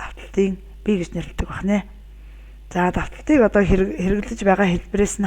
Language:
Mongolian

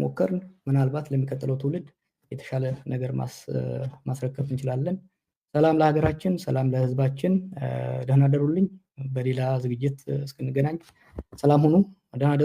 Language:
Amharic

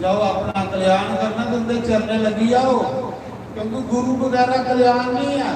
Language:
Dogri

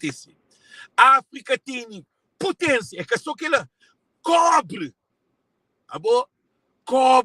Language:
Kabuverdianu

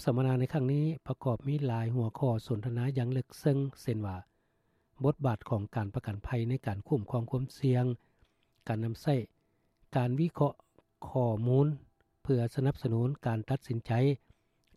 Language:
Lao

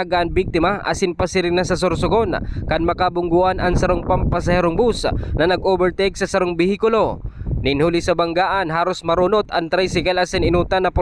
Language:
Bikol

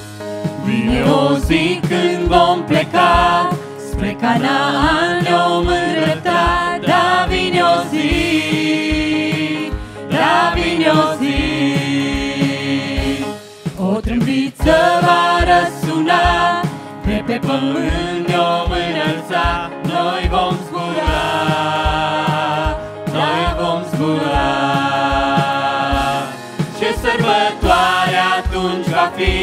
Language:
Romanian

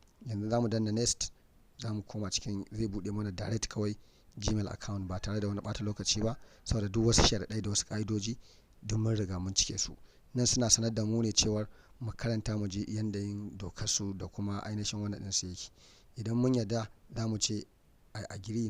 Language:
Hausa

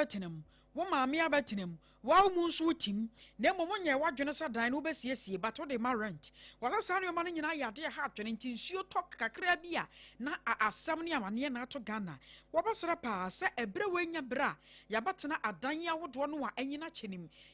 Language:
Akan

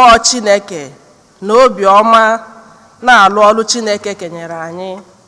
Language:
Igbo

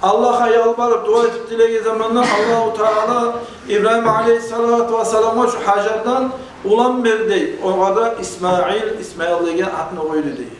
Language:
Kumyk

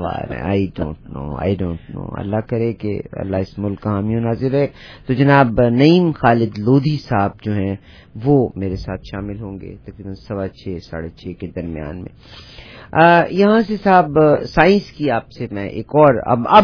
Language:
Urdu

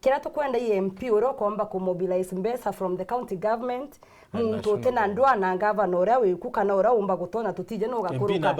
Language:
Meru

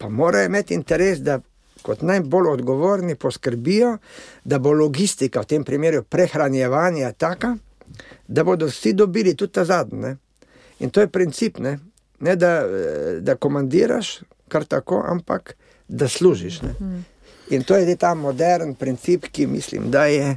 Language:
Slovenian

